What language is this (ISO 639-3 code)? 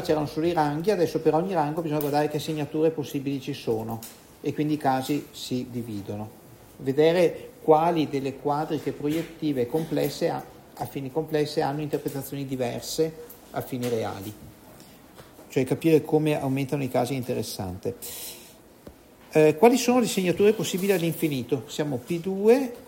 ita